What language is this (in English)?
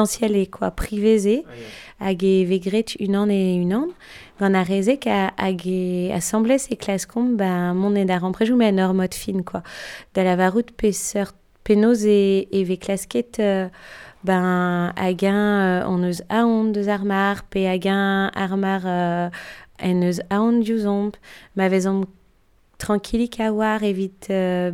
Breton